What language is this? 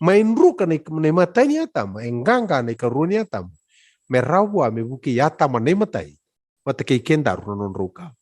Fijian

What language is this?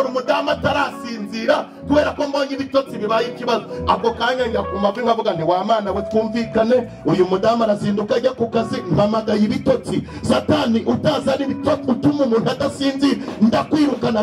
Kinyarwanda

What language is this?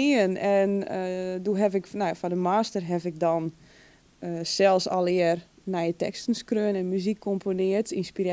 Western Frisian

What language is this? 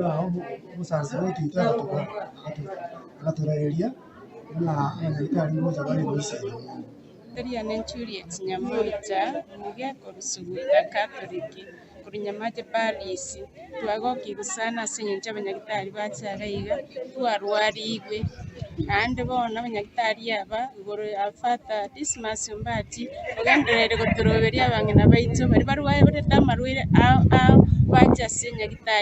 Gusii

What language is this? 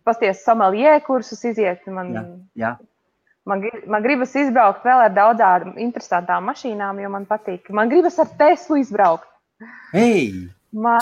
Latvian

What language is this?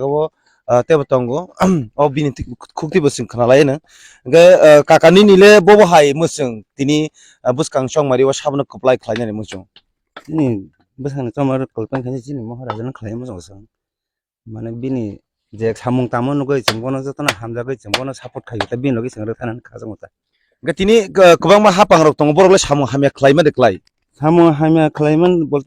Kok Borok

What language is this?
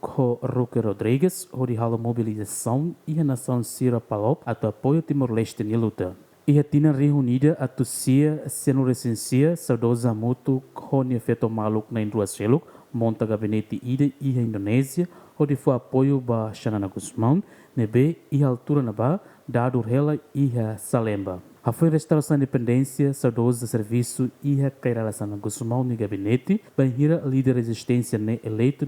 Tetum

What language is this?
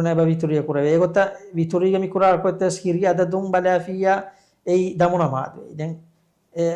Divehi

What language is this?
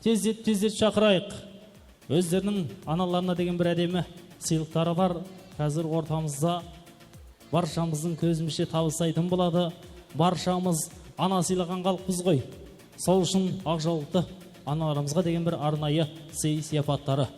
Kara-Kalpak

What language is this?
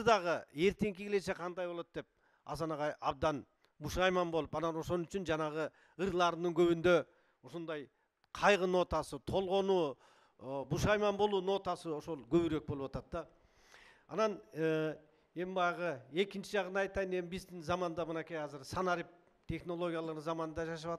Kyrgyz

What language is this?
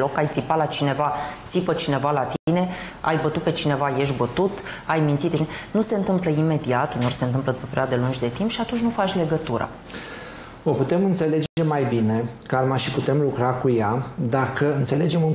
Romanian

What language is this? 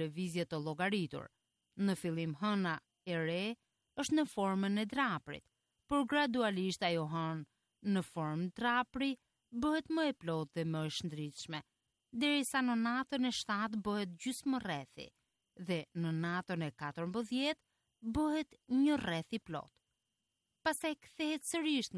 Albanian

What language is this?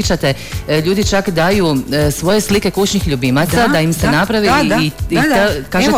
Croatian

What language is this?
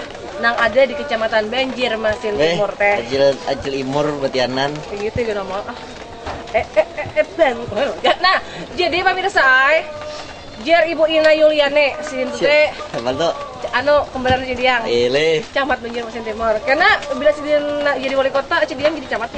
Banjar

